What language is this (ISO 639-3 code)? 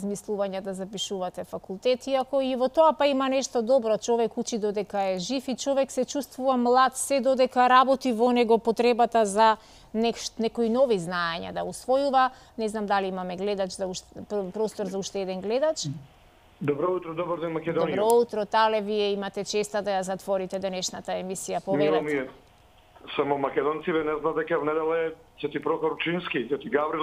mkd